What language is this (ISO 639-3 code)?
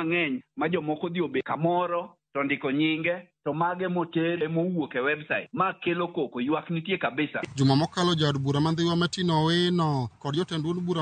luo